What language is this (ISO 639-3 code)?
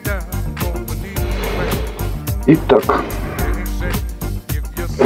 rus